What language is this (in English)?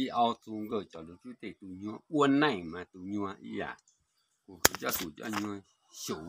Hmong